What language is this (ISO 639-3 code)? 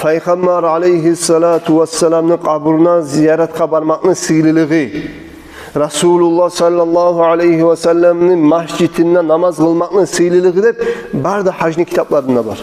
kum